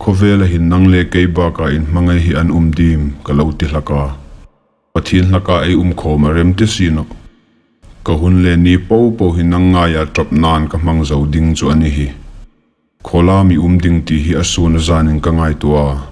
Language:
Hmar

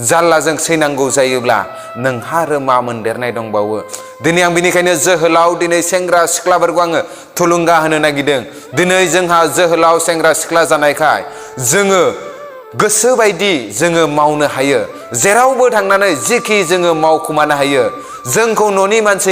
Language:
Bodo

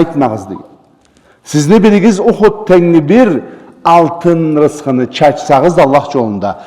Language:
Karachay-Balkar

